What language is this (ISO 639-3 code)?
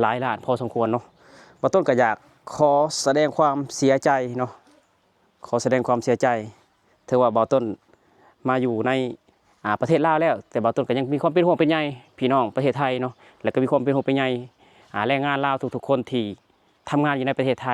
lao